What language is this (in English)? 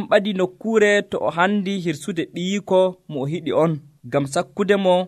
Nigerian Fulfulde